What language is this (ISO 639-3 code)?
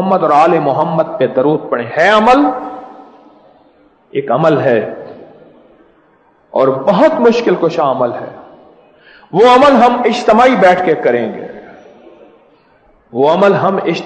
urd